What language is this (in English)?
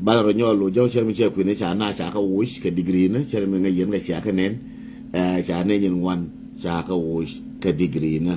Nuer